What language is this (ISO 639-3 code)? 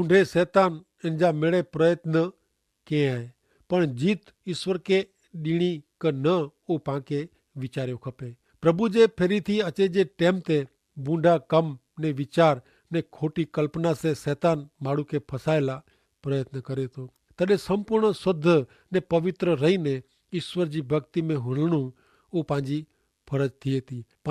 kfr